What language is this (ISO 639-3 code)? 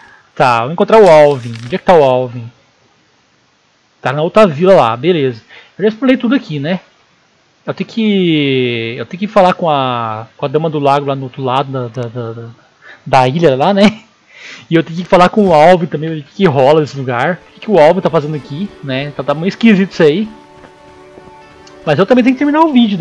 por